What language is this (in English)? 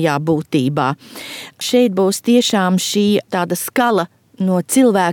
Latvian